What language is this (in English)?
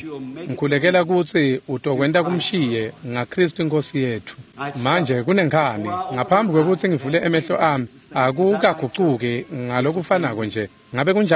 Swati